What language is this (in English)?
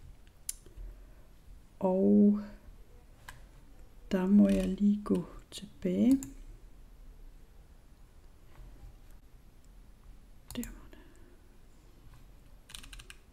Danish